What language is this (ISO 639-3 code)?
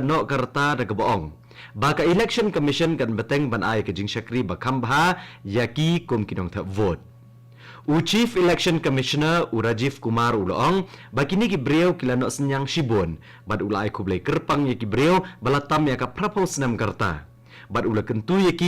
kha